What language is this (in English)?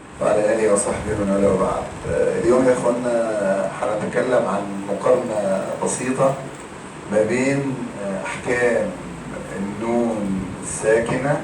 Egyptian Arabic